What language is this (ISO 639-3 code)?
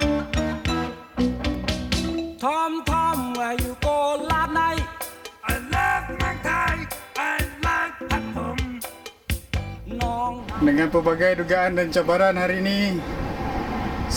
msa